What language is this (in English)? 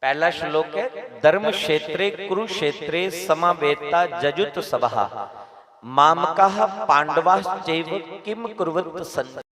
Dogri